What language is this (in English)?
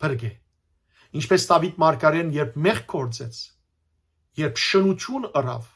Western Armenian